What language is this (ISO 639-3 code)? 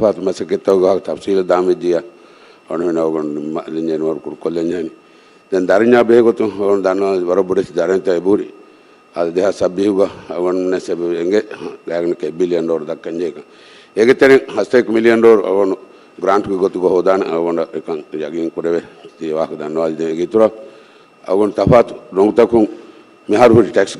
div